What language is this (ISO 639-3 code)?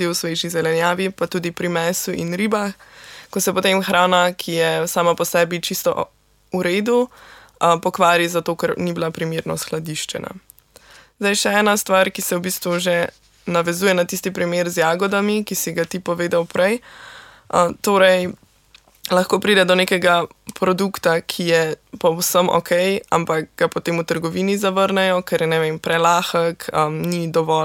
slv